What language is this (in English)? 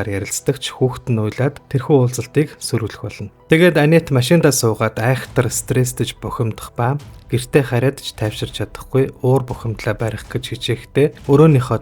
Mongolian